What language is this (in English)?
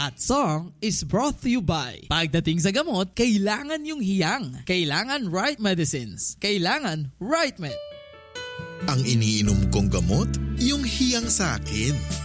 Filipino